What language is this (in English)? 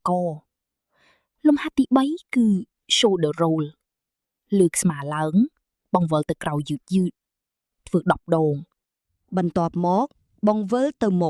Khmer